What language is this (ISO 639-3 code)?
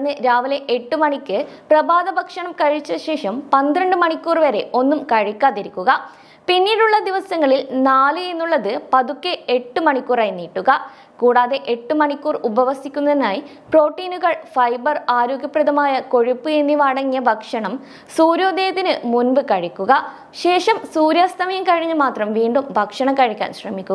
mal